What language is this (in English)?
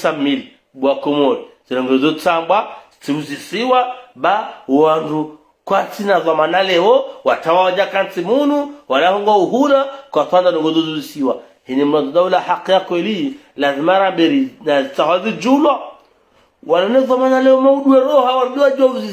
Ngazidja Comorian